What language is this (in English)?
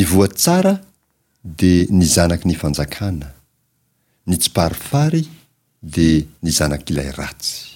Malagasy